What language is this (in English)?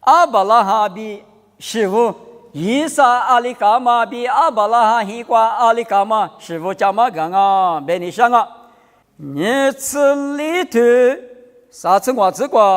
Lisu